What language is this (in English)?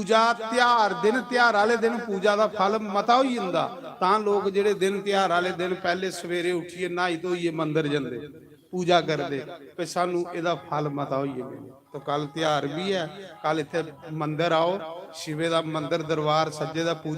Dogri